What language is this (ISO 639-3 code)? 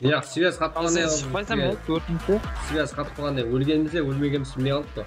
kaa